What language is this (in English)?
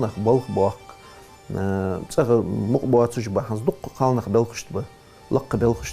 Ingush